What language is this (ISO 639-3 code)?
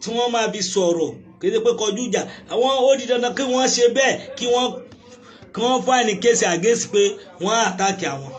yor